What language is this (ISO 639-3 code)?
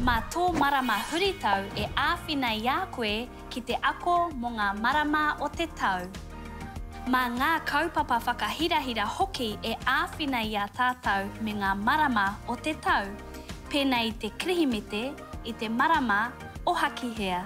mri